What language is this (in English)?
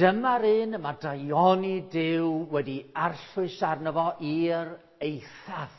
Welsh